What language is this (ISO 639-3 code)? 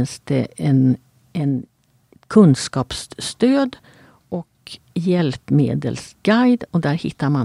swe